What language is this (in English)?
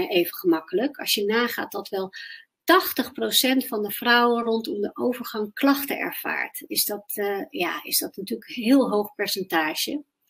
Dutch